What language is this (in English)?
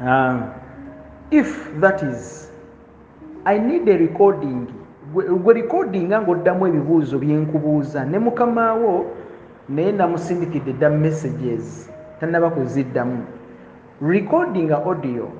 Ganda